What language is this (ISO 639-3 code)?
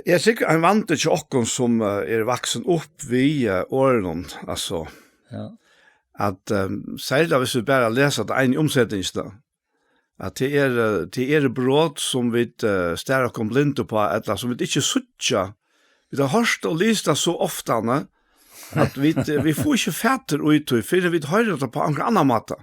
fao